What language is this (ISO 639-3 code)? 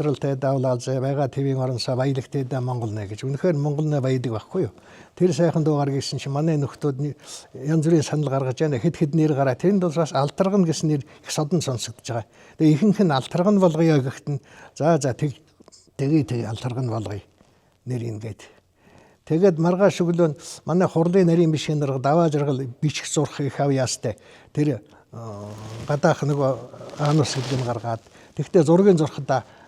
mon